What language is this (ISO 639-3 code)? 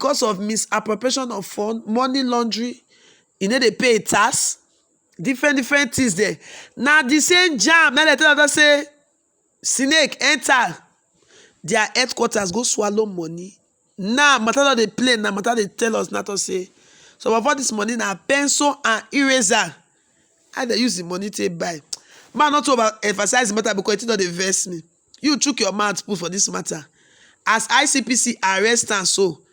pcm